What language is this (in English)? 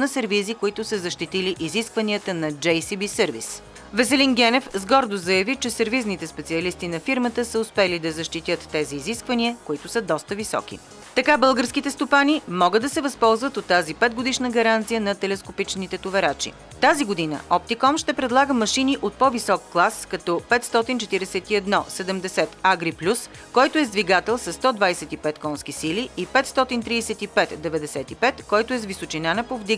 Bulgarian